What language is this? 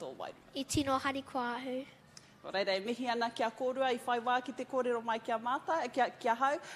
Māori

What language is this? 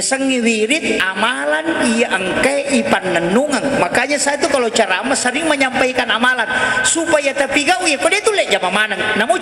Buginese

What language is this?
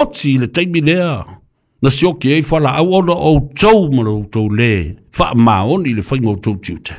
Samoan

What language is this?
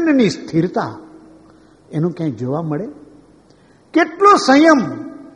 Gujarati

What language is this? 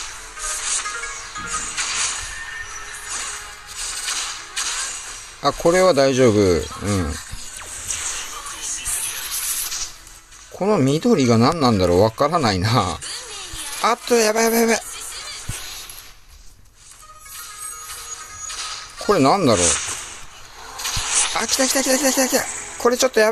Japanese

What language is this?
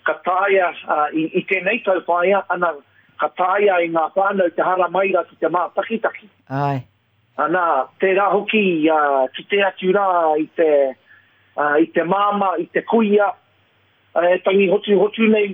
Māori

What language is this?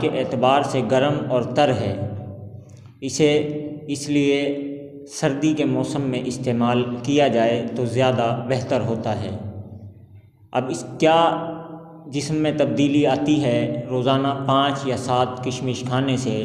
Urdu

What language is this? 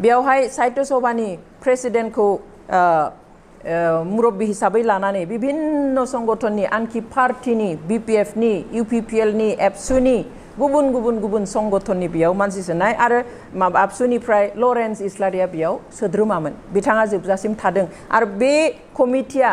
Bodo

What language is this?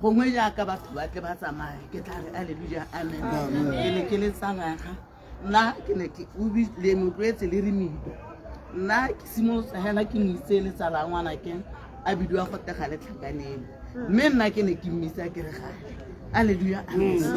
Tswana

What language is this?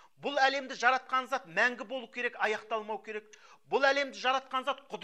Kazakh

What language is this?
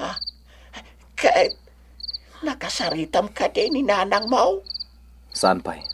Iloko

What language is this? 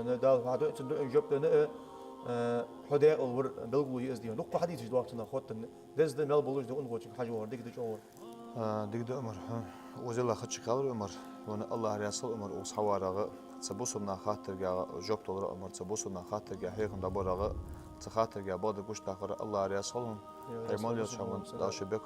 Ingush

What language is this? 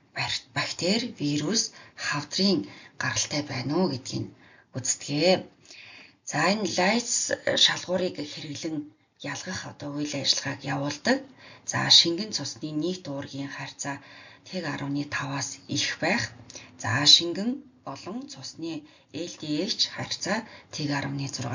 Mongolian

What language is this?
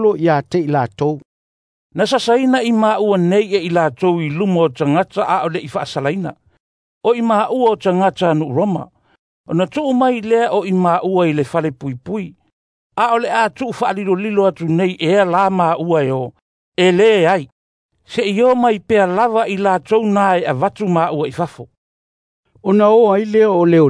Samoan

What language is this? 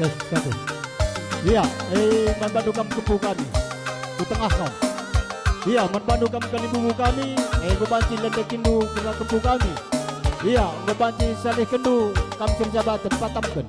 Batak Karo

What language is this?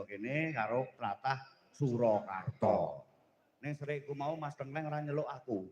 Javanese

